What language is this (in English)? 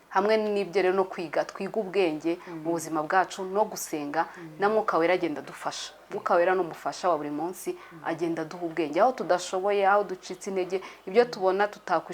Kinyarwanda